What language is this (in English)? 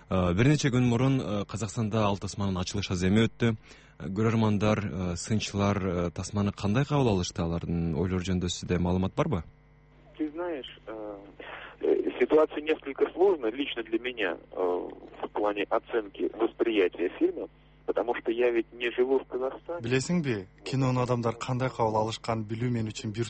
Kyrgyz